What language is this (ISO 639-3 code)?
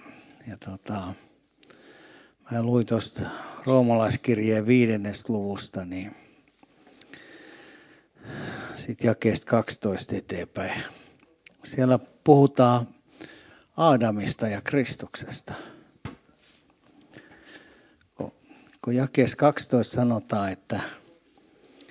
fin